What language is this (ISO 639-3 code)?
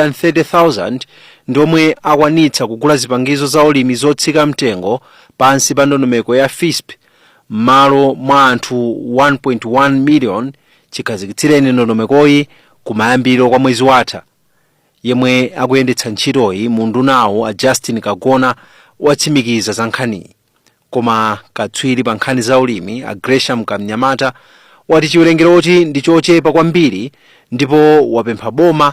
nya